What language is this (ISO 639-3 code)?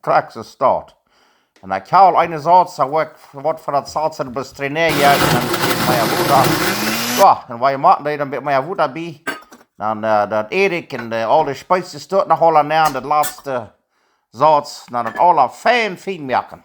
pdt